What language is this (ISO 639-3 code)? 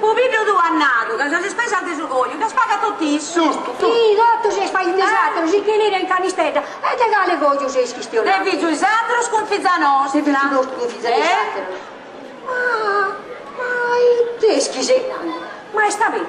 srd